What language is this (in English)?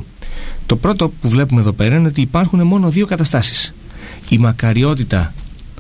Greek